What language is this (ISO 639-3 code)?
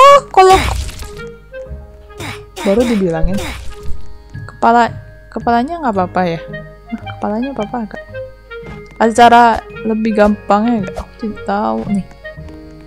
ind